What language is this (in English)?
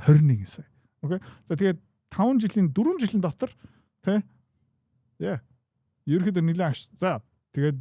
Mongolian